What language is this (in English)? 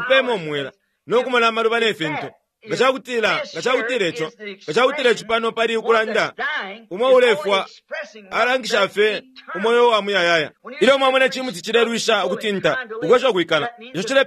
Bemba